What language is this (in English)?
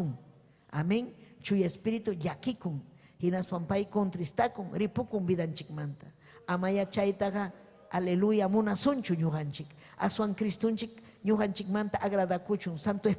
Ayacucho Quechua